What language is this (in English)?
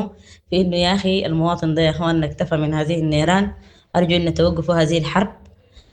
Sudanese Arabic